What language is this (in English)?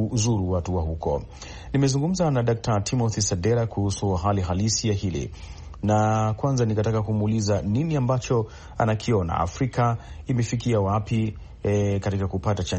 Swahili